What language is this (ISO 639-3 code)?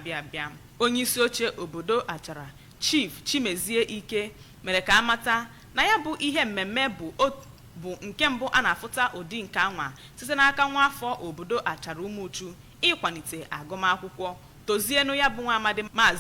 ibo